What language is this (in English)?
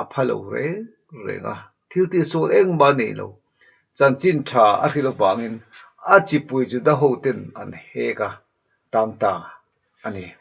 Mizo